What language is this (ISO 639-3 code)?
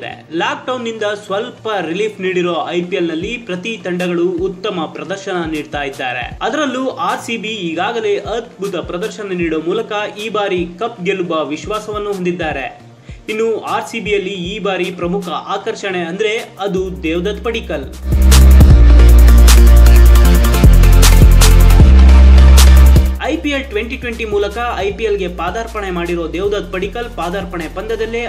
kan